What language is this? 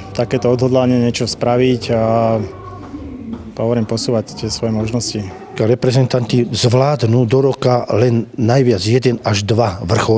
Slovak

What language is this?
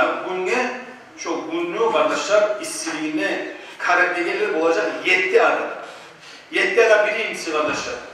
Kumyk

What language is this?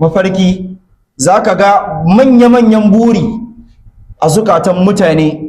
Hausa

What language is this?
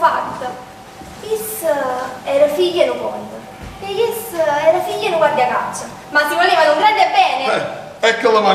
Neapolitan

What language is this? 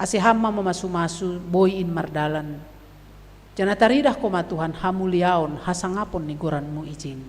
Batak Simalungun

